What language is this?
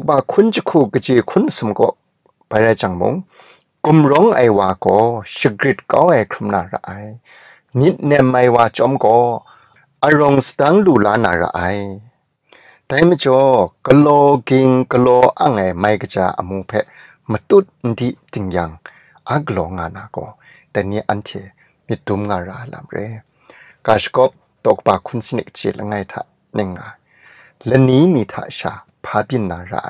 Kachin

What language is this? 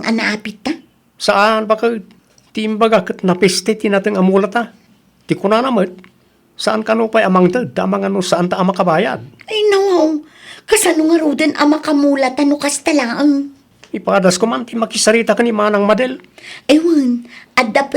Iloko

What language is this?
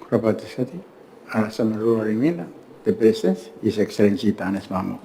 Gilbertese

